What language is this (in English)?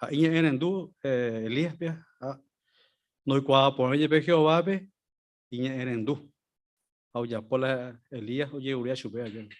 Guarani